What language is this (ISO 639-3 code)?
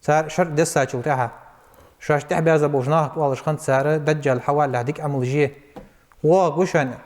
inh